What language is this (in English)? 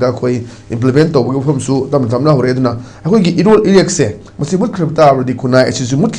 Manipuri